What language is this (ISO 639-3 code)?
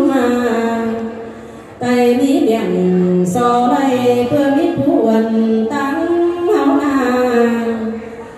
vie